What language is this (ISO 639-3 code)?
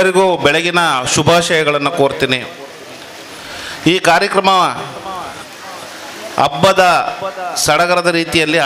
kan